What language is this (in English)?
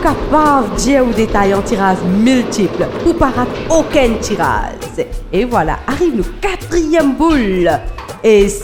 Morisyen